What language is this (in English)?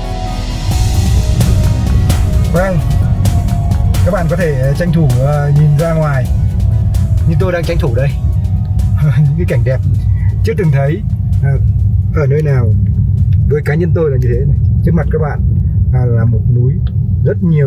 Vietnamese